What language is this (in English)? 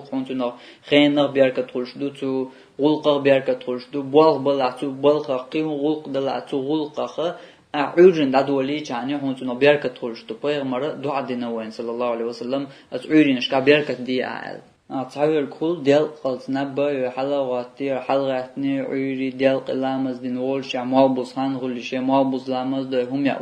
Chechen